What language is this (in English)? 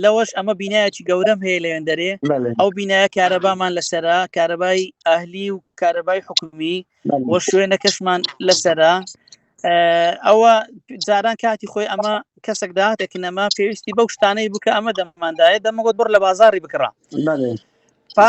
Central Kurdish